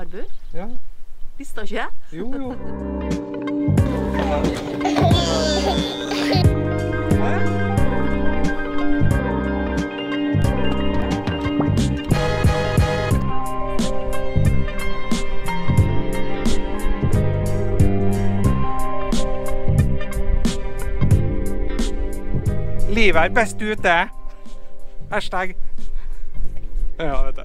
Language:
Norwegian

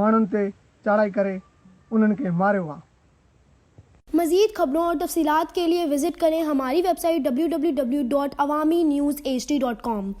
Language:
Sindhi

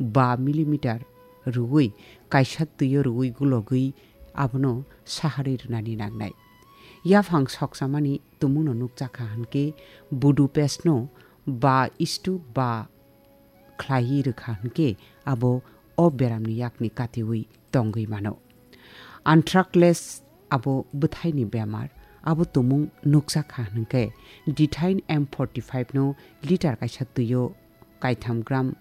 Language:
Kok Borok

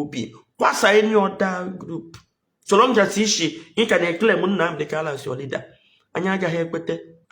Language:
Igbo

